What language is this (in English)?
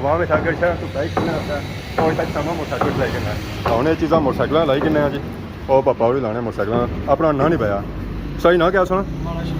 Pahari-Potwari